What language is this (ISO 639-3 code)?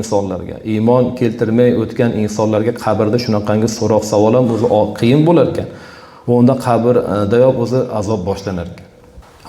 uzb